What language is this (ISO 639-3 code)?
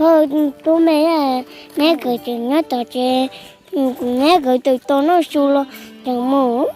hmn